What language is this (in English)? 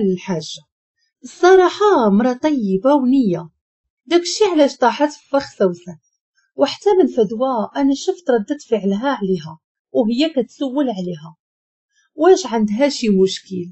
Moroccan Arabic